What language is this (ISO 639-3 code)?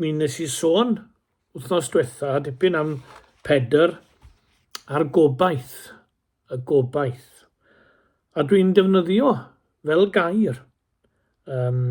cym